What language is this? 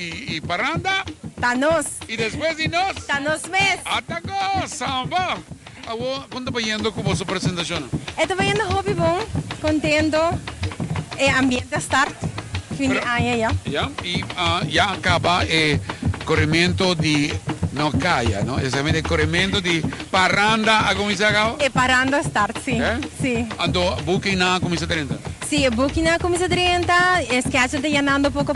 Papiamento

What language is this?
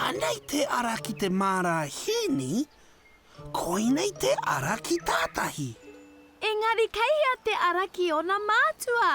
Māori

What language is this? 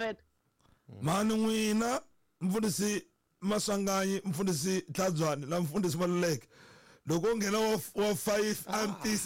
Tsonga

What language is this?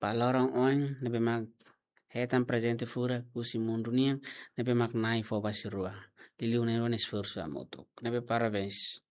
Tetum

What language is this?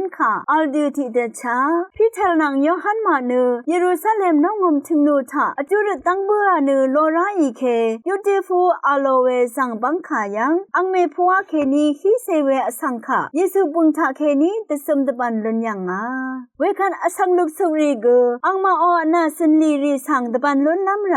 Rawang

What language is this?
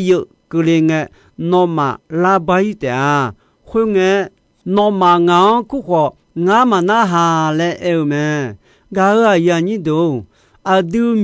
Akha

